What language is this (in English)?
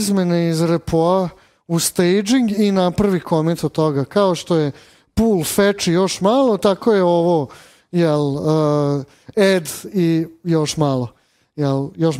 Serbian